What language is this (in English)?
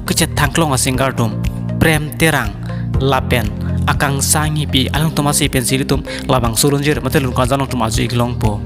Karbi